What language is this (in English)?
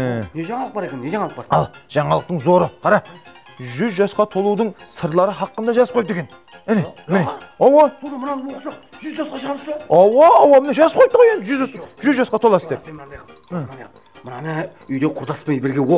Kara-Kalpak